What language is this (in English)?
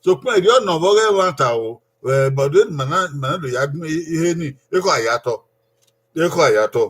Bini